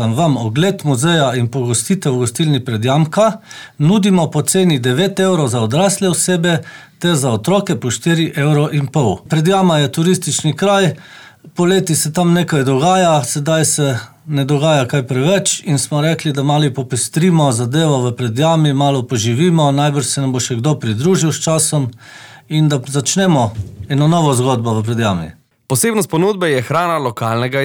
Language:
Slovenian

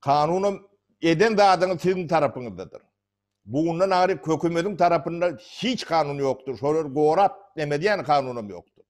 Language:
Turkmen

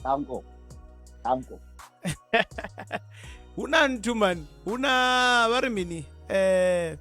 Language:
Venda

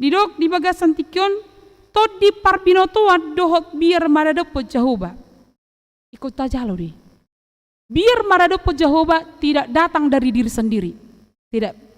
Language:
Batak Toba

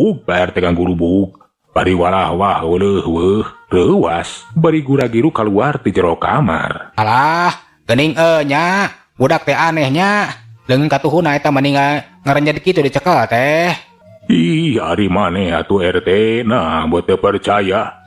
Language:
Sundanese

